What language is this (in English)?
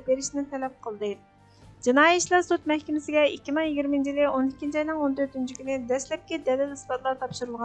Uyghur